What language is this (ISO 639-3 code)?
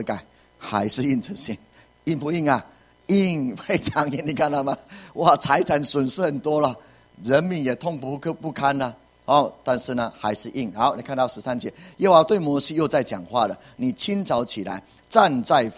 zho